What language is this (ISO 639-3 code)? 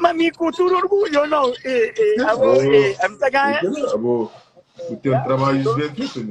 kea